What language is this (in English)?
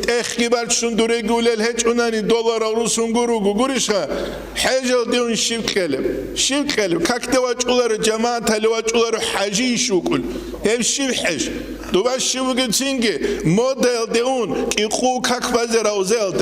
Avaric